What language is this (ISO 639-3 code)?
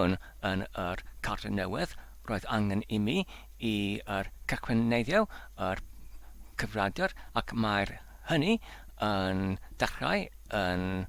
cym